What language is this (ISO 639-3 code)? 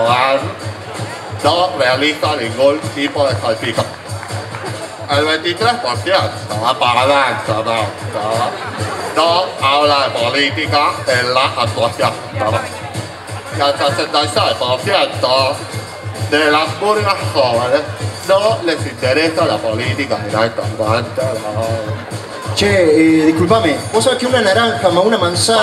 spa